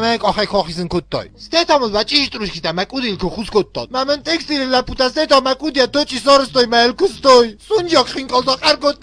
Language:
Ossetic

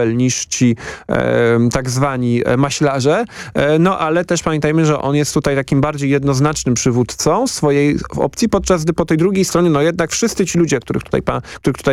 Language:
Polish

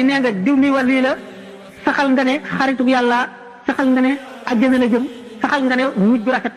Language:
Wolof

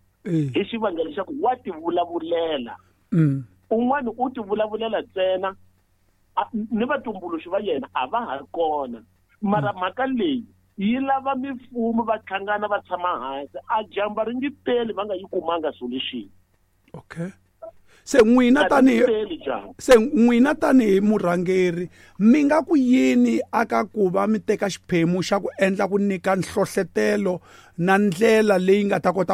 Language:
Tsonga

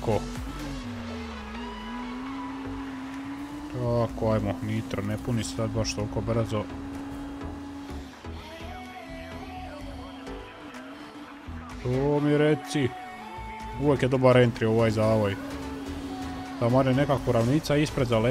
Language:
Croatian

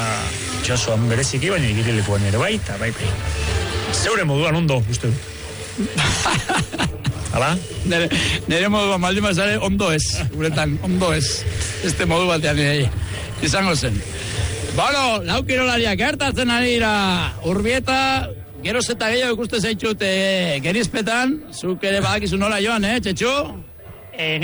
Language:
Basque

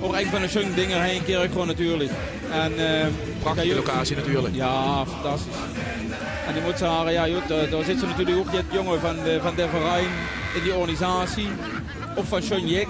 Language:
Limburgish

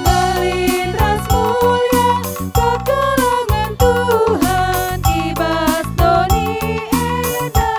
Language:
Batak Karo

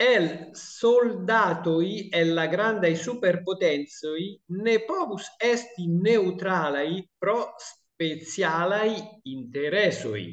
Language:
Esperanto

